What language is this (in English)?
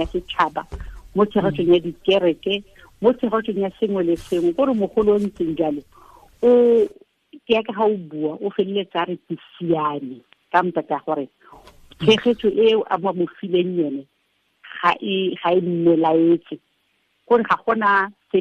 Tswana